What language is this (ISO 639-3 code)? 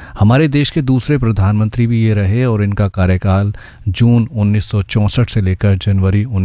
hin